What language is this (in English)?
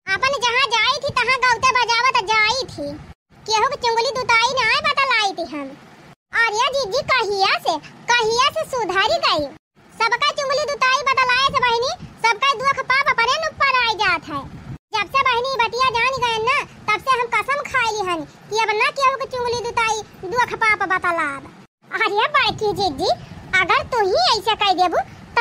Awadhi